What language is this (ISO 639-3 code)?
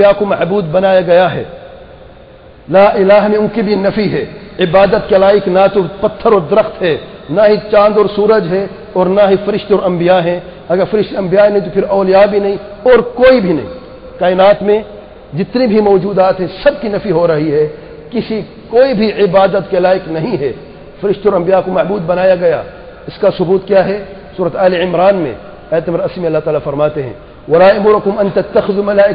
urd